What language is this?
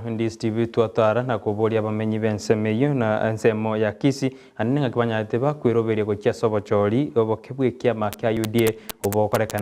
Gusii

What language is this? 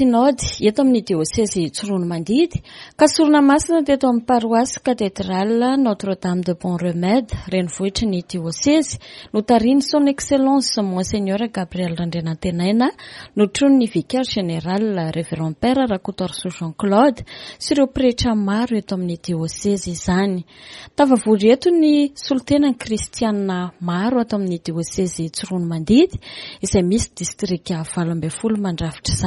Malagasy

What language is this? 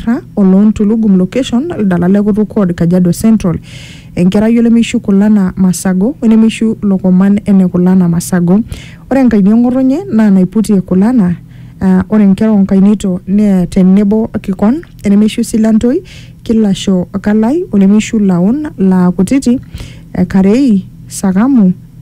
Masai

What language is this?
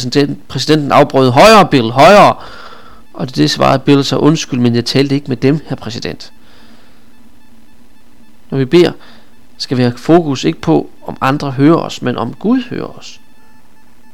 Danish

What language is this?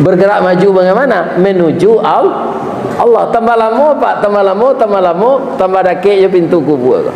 Minangkabau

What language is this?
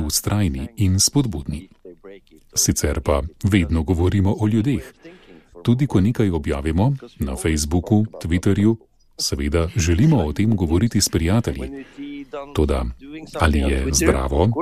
Slovenian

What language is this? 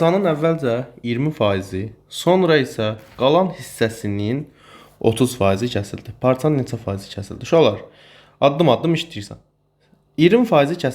Azerbaijani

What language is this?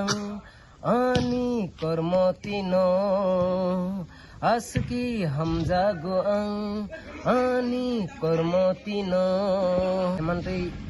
Kok Borok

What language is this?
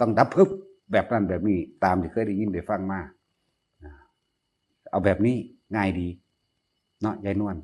Northeastern Thai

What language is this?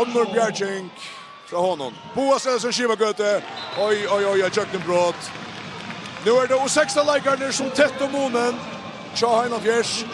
Faroese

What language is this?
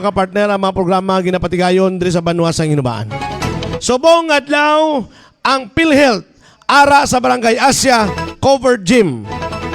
Hiligaynon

